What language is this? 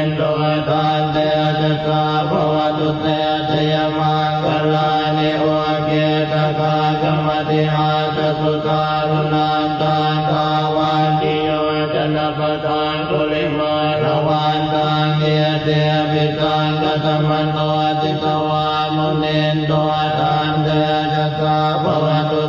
Pali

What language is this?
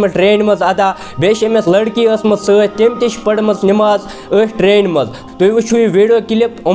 Kashmiri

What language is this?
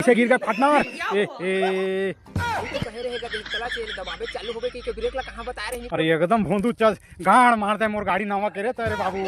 Chhattisgarhi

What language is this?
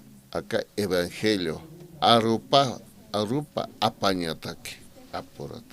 Aymara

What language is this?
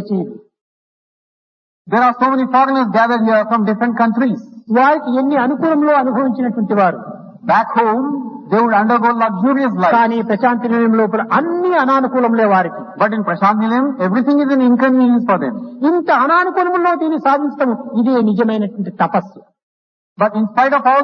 Telugu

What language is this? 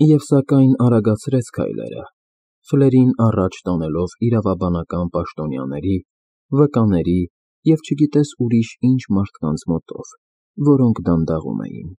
Armenian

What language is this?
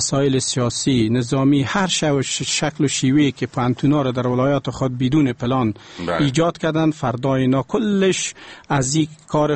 Persian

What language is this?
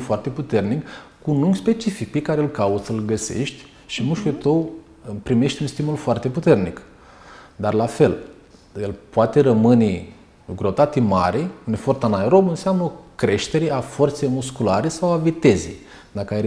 Romanian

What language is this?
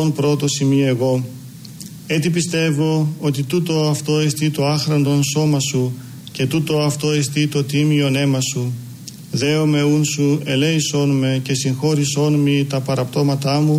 Greek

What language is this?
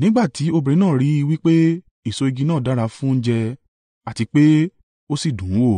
Yoruba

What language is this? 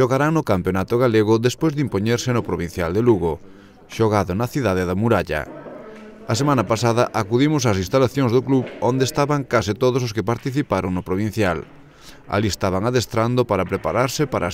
Galician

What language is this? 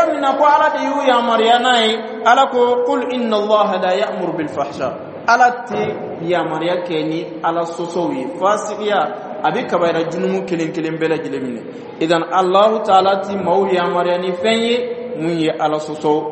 Dyula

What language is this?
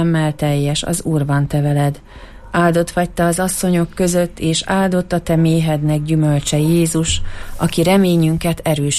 Hungarian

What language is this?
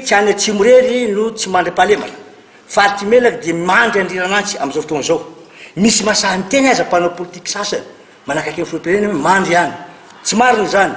Malagasy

